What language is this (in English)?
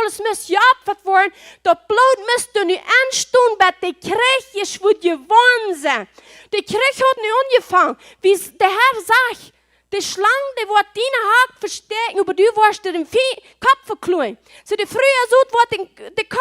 Plautdietsch